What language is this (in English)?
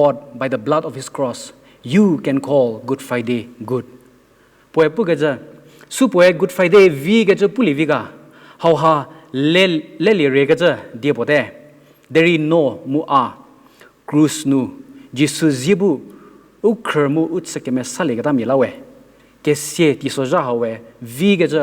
Angami Naga